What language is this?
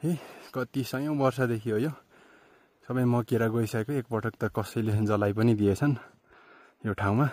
Nepali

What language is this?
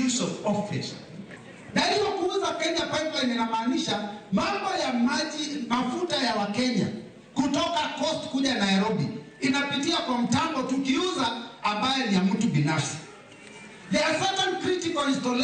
Luo (Kenya and Tanzania)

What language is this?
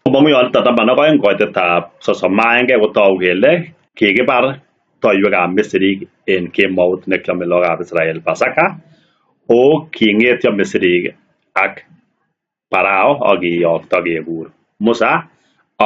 Kalenjin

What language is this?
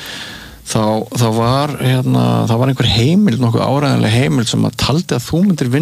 Icelandic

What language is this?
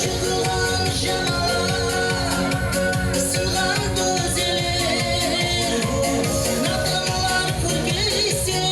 Kara-Kalpak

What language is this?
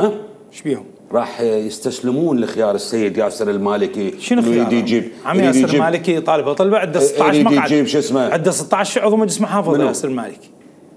Mesopotamian Arabic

